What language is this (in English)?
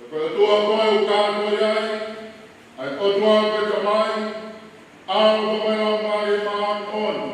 Tongan